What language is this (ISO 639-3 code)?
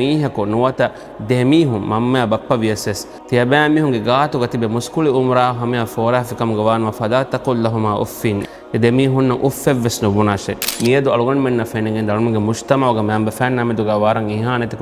div